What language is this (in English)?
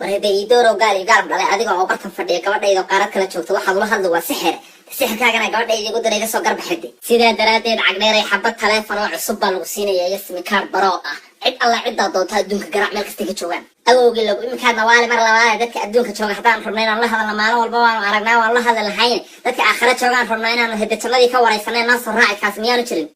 Somali